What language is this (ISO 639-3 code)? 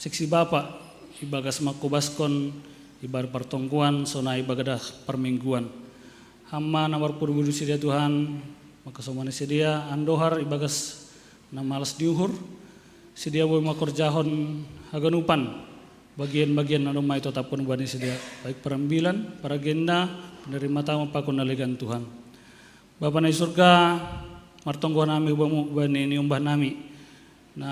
bts